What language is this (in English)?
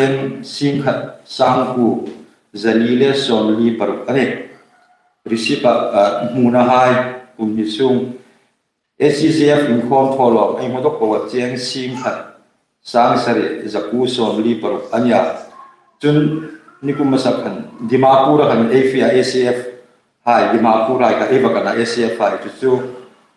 Hmar